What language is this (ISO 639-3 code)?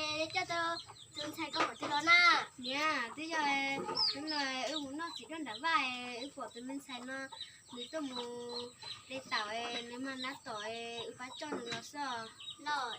hmn